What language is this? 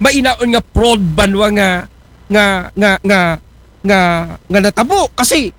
Aklanon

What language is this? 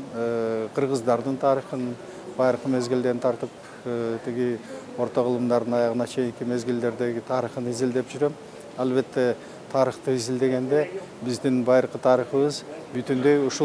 Kyrgyz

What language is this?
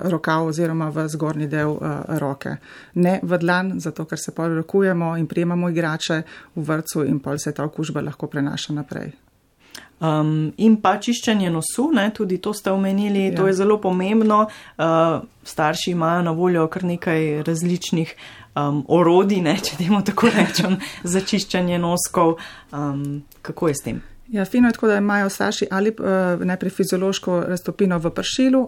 Slovenian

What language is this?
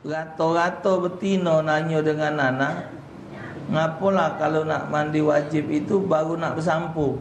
Musi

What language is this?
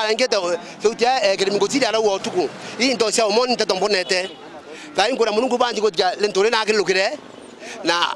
Meru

